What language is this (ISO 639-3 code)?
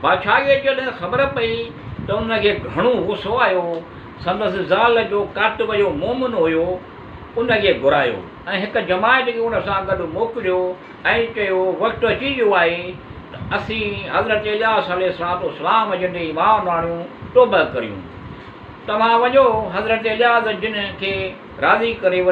snd